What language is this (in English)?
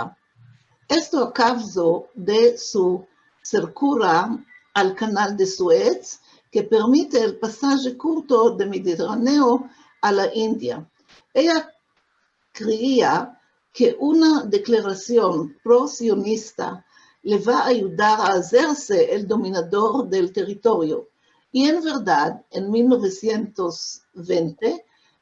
Ladino